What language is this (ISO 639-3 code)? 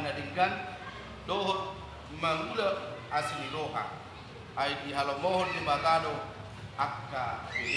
bbc